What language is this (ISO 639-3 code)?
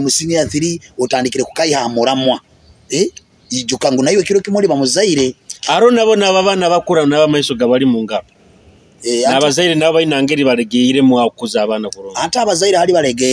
nyo